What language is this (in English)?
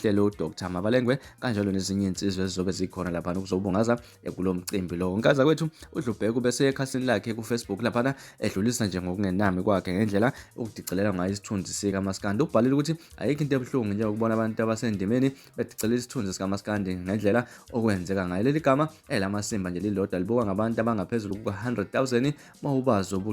Zulu